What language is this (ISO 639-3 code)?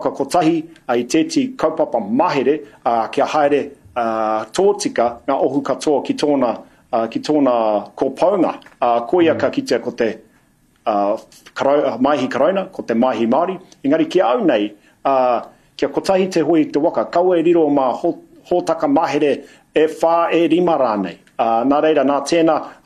mri